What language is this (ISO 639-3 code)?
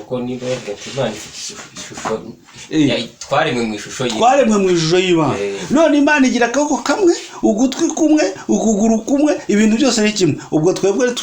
kin